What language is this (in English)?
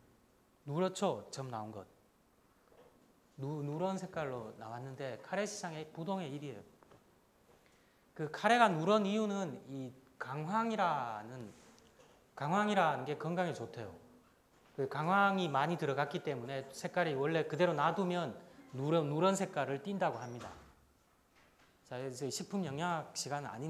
Korean